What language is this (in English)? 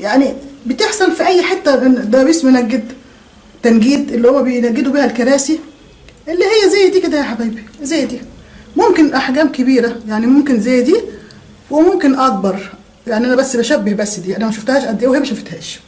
Egyptian Arabic